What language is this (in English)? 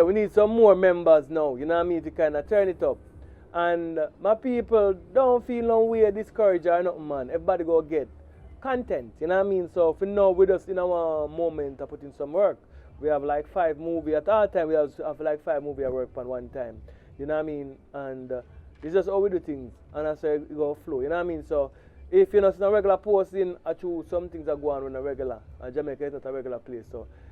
Jamaican Creole English